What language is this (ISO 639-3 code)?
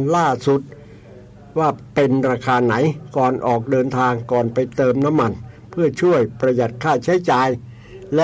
tha